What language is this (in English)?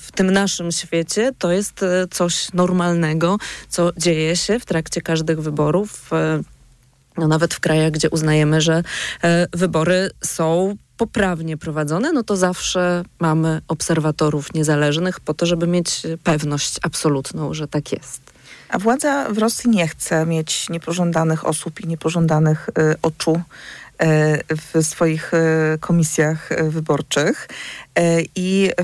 Polish